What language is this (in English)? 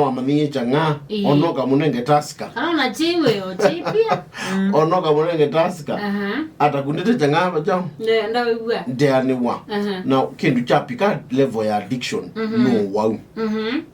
Kamba